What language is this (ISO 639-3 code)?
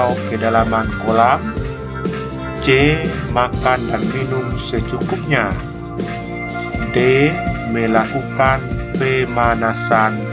ind